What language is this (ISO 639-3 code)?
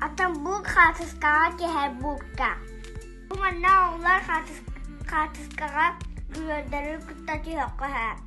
sah